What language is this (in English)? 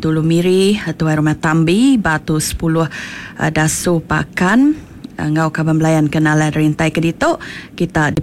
Iban